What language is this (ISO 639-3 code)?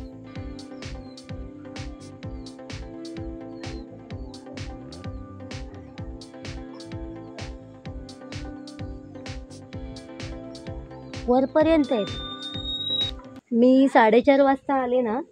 mar